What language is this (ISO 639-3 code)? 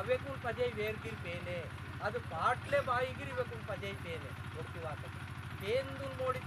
esg